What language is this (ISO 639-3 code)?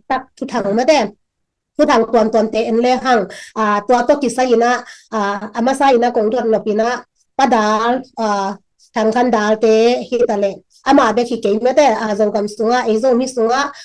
ctd